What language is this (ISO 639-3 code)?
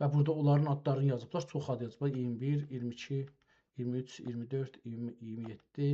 azb